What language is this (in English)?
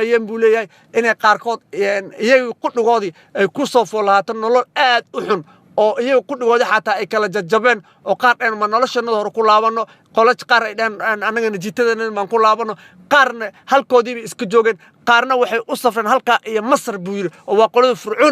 Somali